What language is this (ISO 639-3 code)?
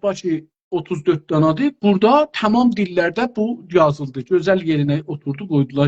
azb